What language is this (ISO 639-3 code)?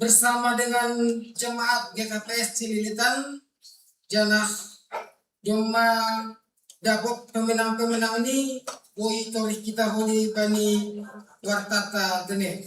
bts